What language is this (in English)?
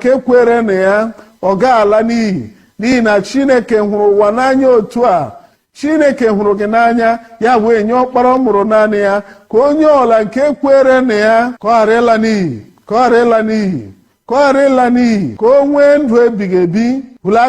Igbo